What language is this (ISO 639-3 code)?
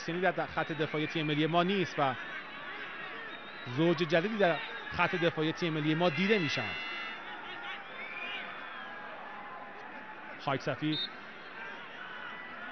fas